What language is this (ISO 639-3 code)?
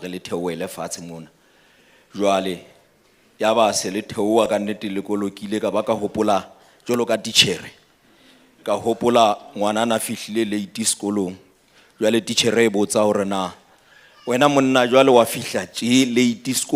sot